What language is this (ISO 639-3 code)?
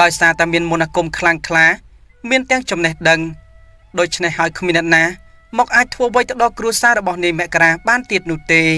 khm